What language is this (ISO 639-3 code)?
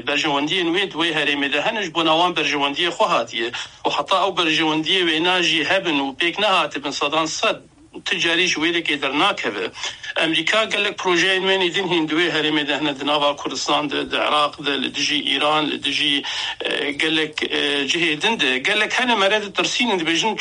kur